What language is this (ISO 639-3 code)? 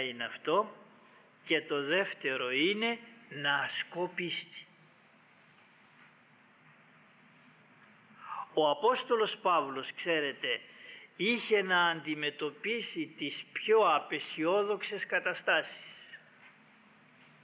ell